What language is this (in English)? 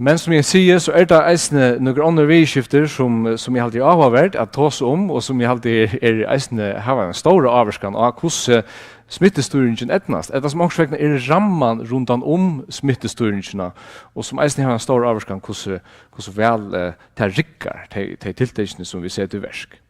Faroese